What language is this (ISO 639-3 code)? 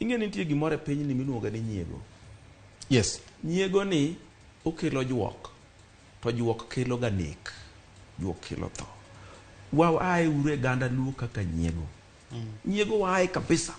luo